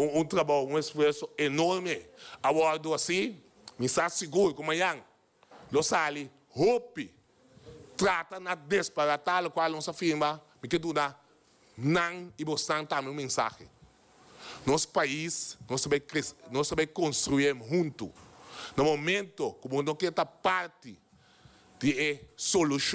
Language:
Papiamento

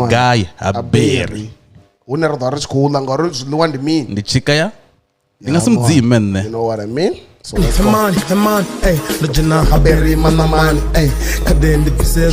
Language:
Venda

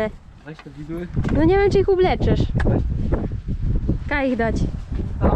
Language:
Silesian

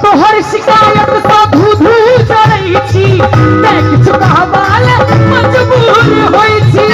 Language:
Maithili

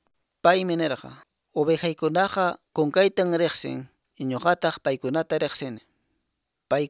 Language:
Quechua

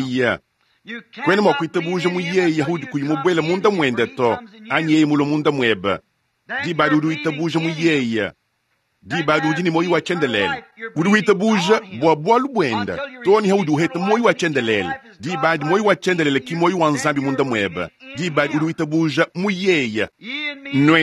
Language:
Luba-Lulua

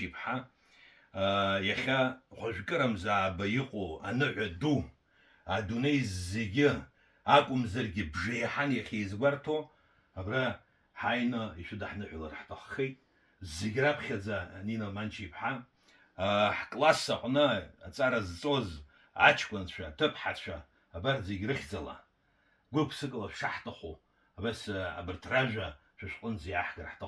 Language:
Abkhazian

